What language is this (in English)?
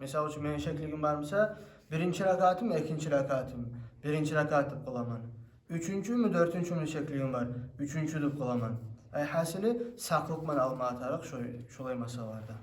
Kumyk